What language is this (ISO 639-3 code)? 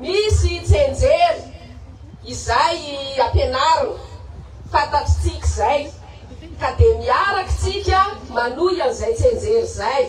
mlg